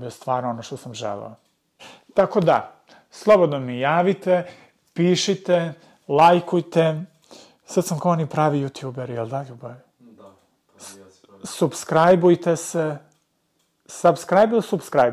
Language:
Serbian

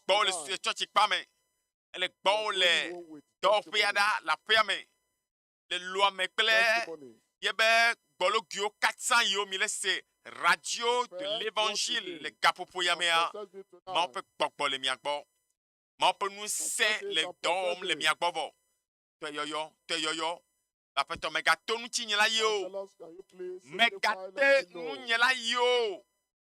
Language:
Ewe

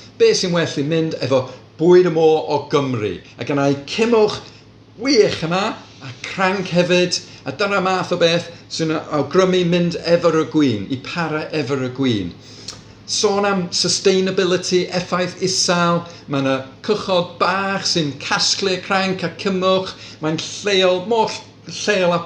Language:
Welsh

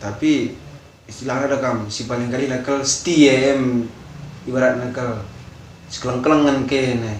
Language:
Batak Karo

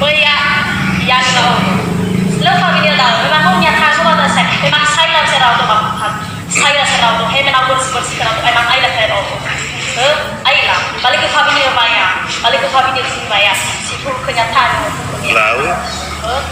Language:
Nias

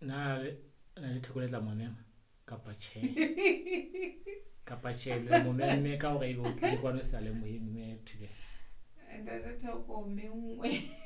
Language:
Southern Sotho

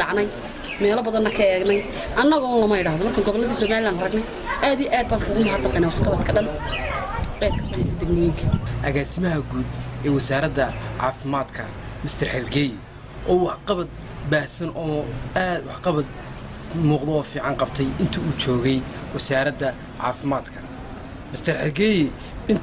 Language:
Somali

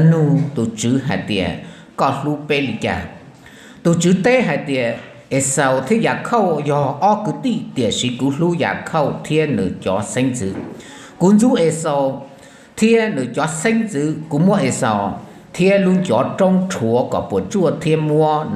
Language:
Hmong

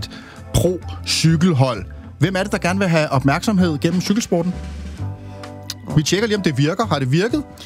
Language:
Danish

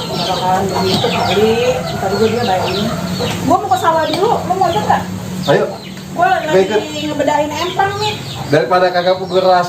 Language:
Betawi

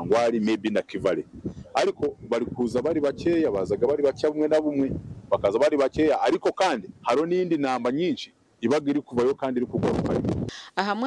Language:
Nyankole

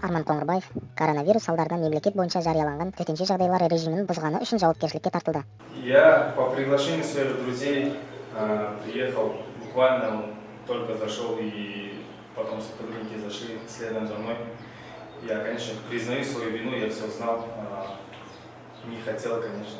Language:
Kazakh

